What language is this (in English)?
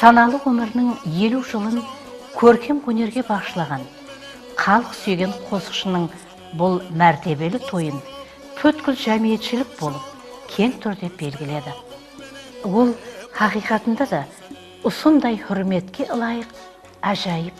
Kara-Kalpak